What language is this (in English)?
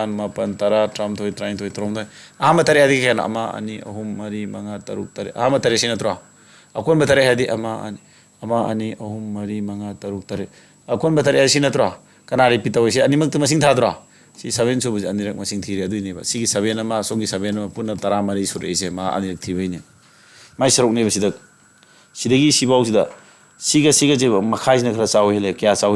Manipuri